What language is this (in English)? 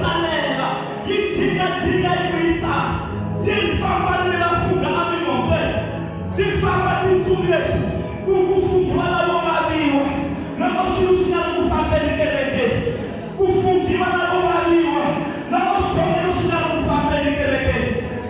Tsonga